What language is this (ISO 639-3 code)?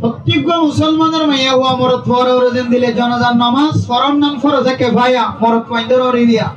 rhg